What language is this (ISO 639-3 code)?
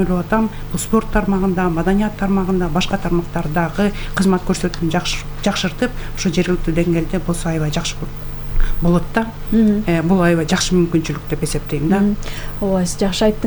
kir